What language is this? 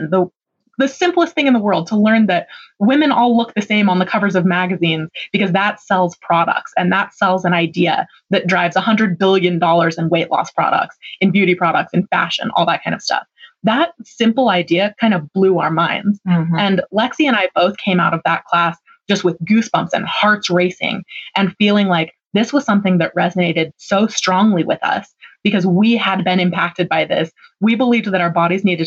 English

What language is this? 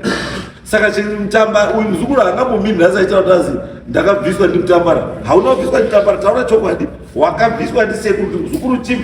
Shona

